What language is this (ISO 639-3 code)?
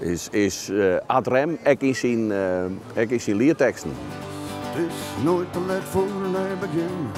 fry